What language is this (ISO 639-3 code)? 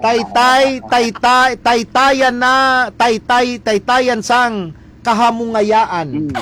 hil